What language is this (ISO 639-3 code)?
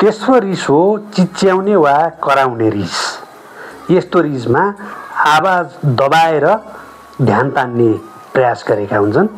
nep